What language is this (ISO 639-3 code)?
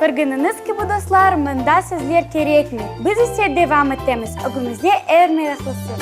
crh